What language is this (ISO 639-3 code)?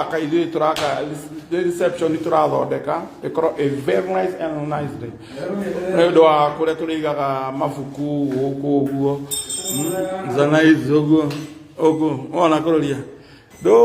kik